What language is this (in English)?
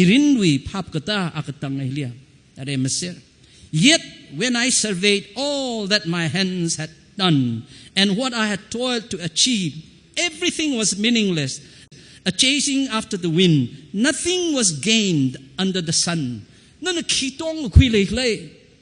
Tangkhul Naga (India)